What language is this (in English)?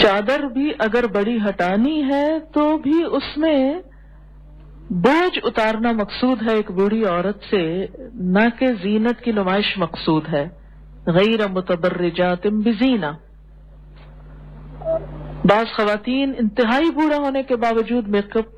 Urdu